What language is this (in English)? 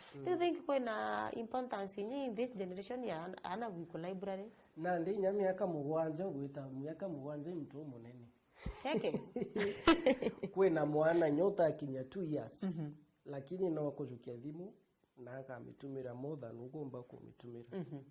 Meru